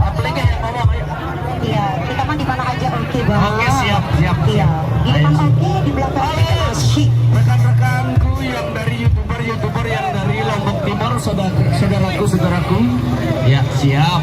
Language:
Sasak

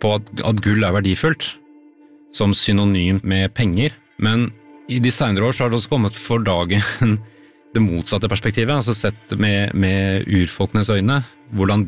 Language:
Norwegian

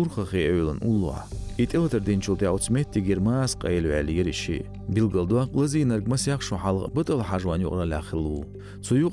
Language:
Chechen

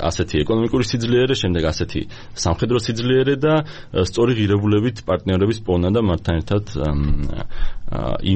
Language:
Georgian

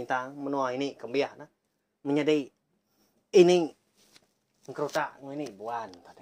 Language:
Iban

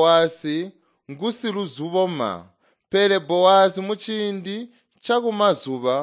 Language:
Tonga (Zambia)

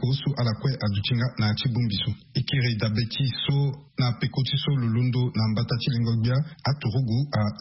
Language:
Sango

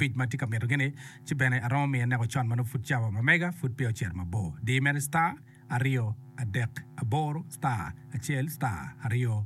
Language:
Acoli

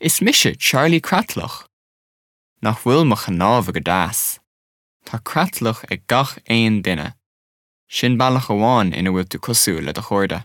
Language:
Irish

